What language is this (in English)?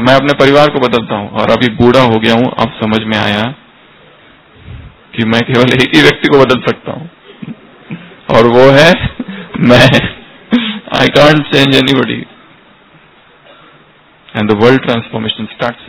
Hindi